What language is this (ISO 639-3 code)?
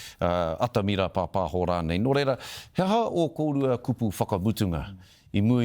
mri